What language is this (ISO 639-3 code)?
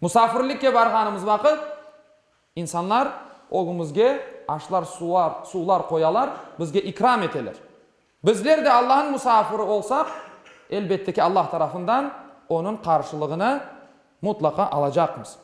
crh